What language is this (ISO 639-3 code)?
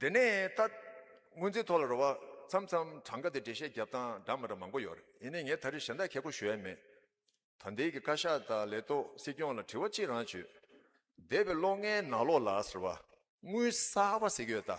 bod